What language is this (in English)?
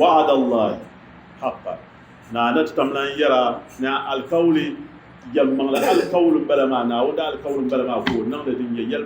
Dagbani